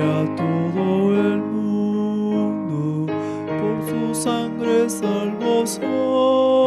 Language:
Aymara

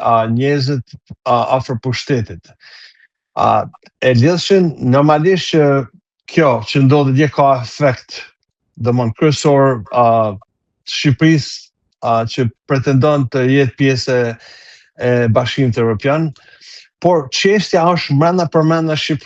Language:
Albanian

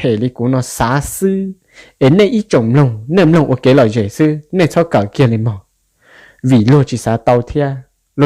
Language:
Hmong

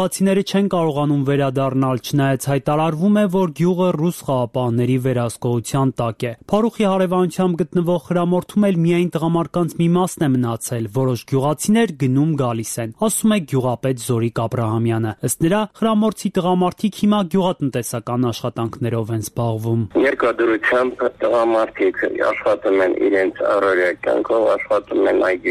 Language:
Armenian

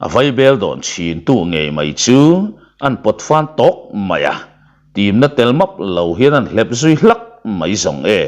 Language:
Mizo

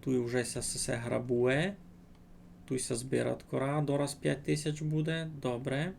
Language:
Rusyn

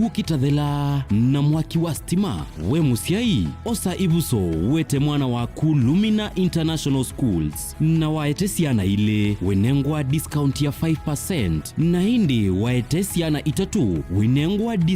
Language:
Kamba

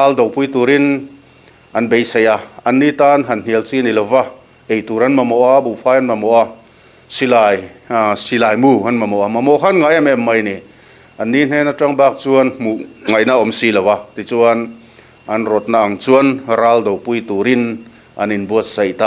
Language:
Mizo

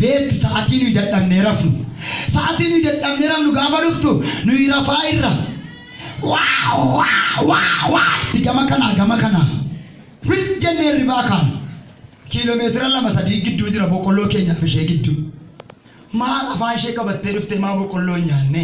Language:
Oromo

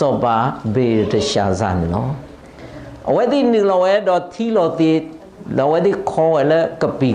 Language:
S'gaw Karen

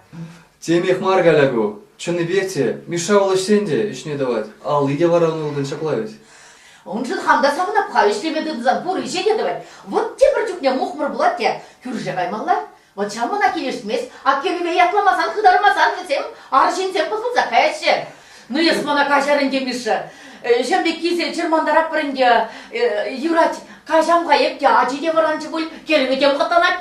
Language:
Chuvash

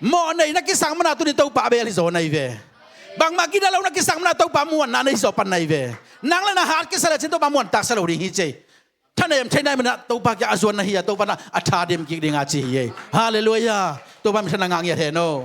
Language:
Tedim Chin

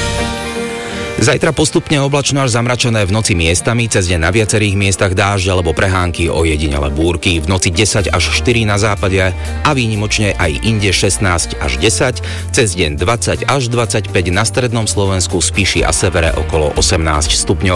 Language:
Slovak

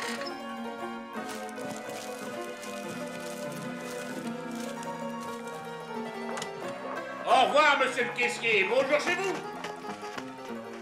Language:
French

